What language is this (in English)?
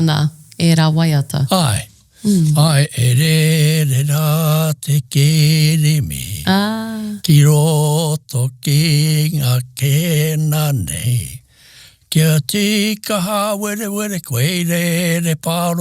Māori